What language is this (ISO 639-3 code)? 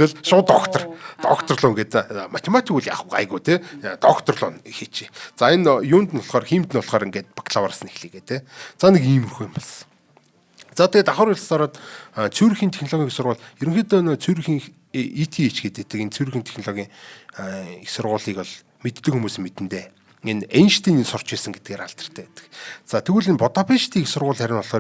mon